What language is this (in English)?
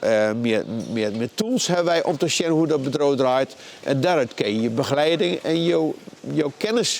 Western Frisian